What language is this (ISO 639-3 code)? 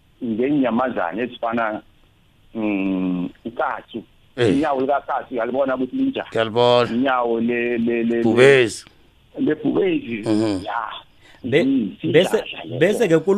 nbl